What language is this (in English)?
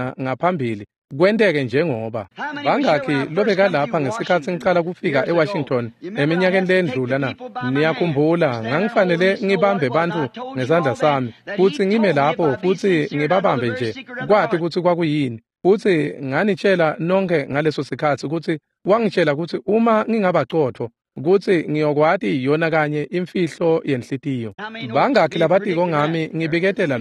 Swati